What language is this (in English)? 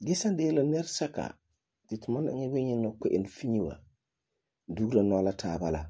Frafra